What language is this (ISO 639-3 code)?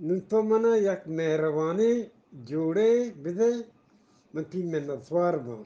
bgp